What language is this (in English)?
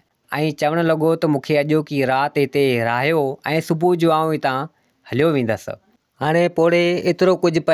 Sindhi